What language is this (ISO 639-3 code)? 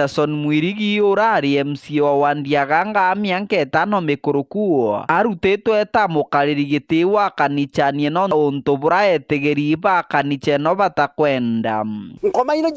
mer